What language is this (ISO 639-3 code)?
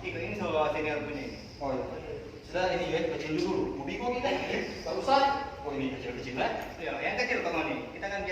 xmm